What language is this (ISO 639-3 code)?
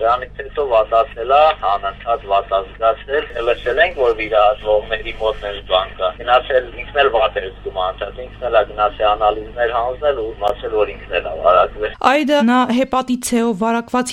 hye